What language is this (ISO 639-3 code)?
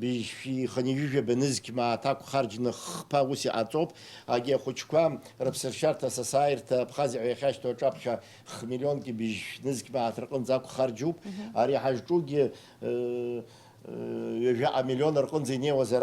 abk